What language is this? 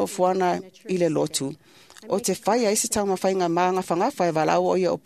Samoan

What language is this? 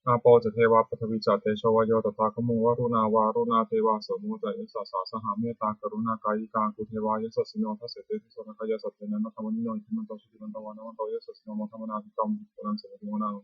Pali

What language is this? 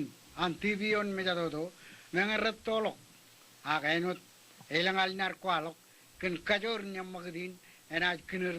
Marshallese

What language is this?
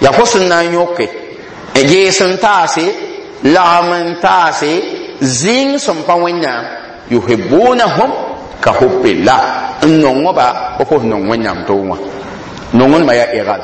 Mossi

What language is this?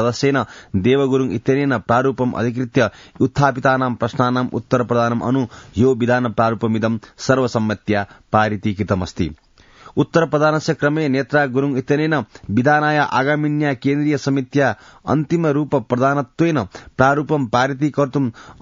Sanskrit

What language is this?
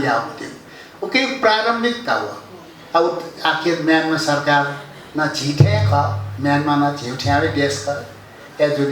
Newari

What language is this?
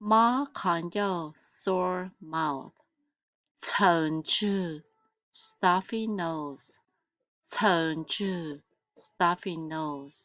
Hmong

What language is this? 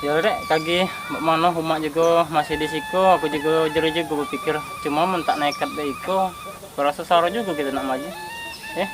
Musi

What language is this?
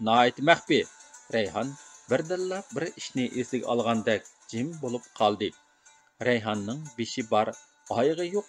Uyghur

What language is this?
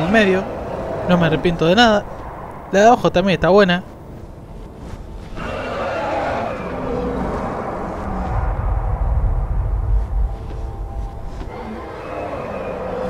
Spanish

